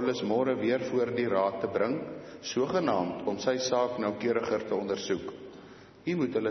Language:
Afrikaans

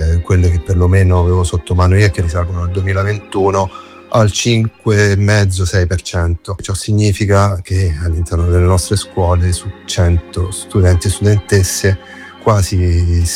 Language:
Italian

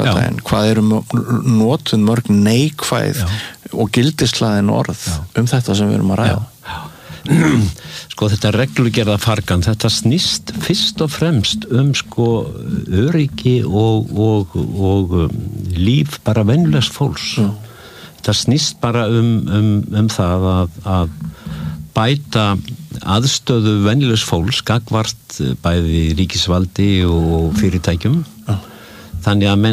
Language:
Icelandic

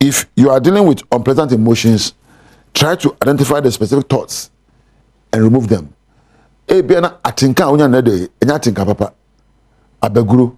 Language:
Akan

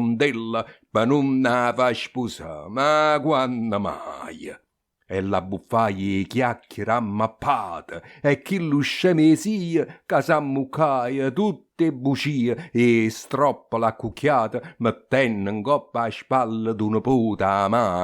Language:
Neapolitan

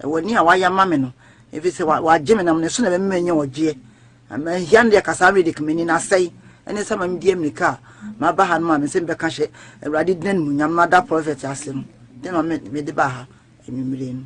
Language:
Akan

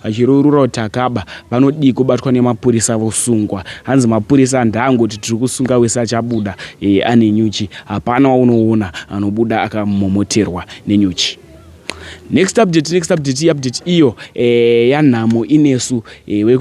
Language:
Shona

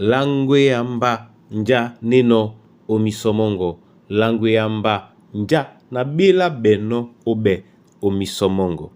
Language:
Duala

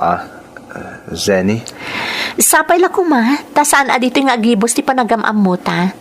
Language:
Iloko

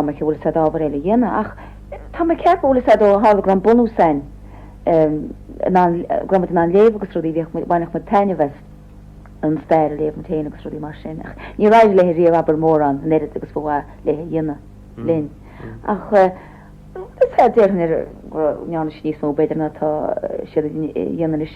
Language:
Irish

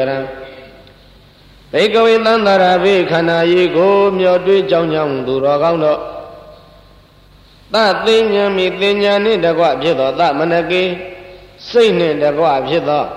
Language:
Burmese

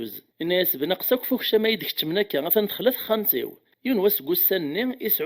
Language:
Kabyle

